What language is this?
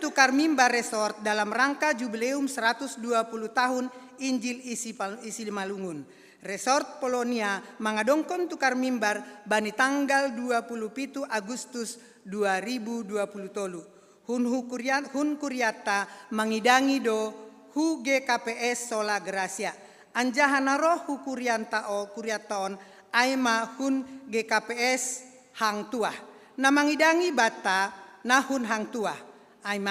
Batak Simalungun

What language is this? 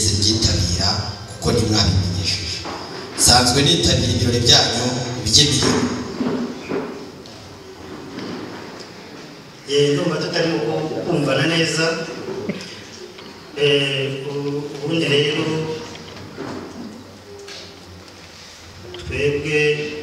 Kinyarwanda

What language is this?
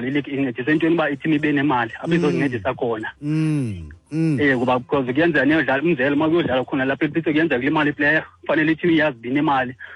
Xhosa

